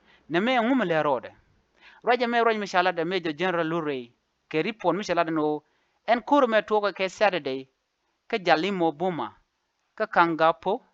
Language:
Nuer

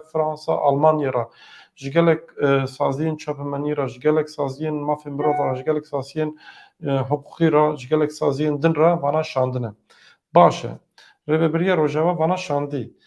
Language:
Kurdish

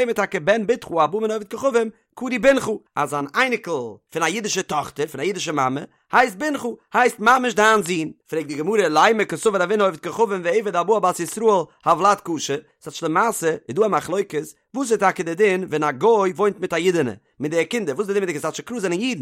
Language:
Yiddish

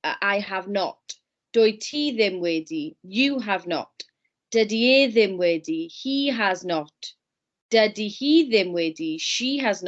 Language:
Welsh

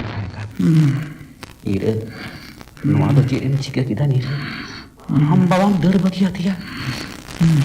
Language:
Santali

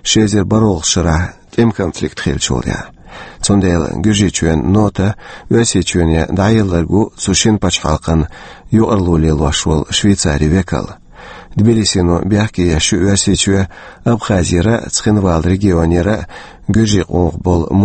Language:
Chechen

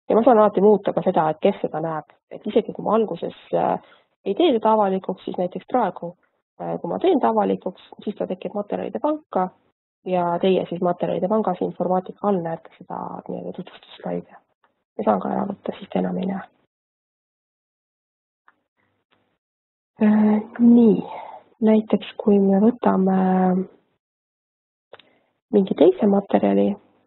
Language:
Estonian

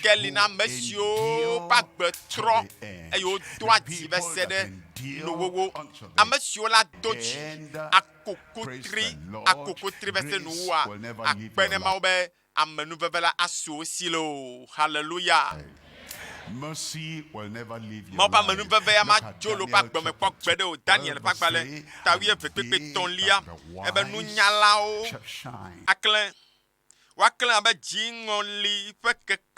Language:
Ewe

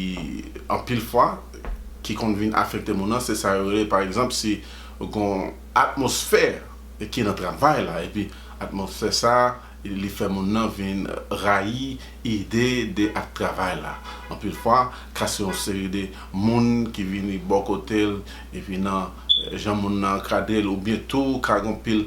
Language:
Haitian Creole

